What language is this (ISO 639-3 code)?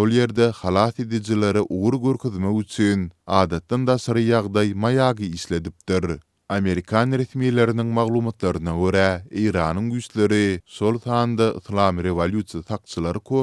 tuk